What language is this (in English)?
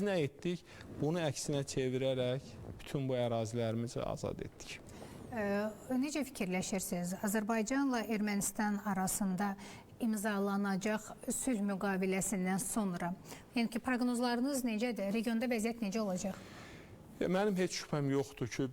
Azerbaijani